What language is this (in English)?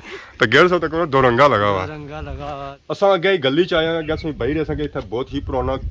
Pahari-Potwari